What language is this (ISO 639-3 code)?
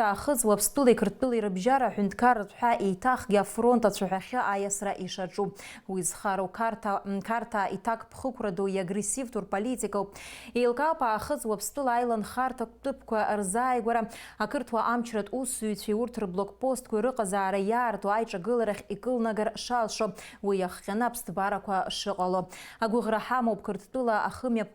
abk